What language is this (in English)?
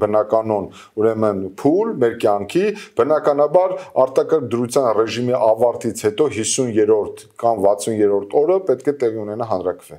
Armenian